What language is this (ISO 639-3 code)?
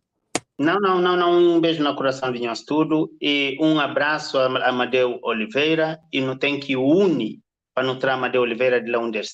kea